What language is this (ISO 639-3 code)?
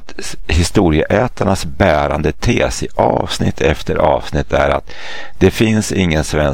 swe